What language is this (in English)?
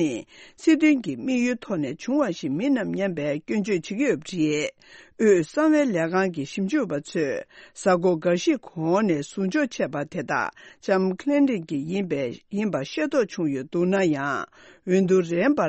Tibetan